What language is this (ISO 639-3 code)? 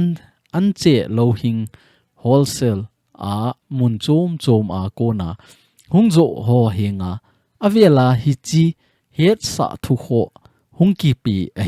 tcz